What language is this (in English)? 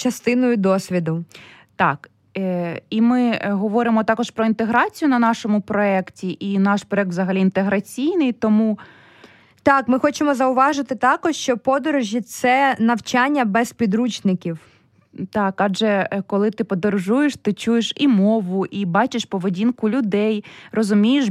Ukrainian